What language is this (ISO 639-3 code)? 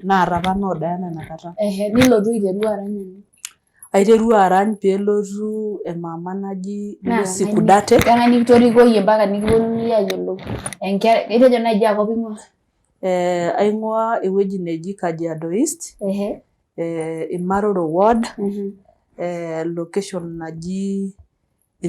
mas